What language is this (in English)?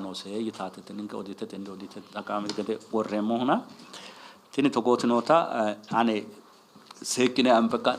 Sidamo